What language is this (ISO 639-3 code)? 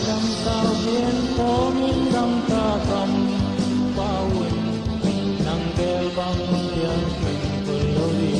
ctd